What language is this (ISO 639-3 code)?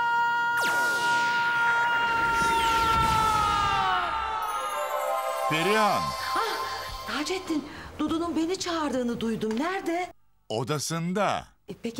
tur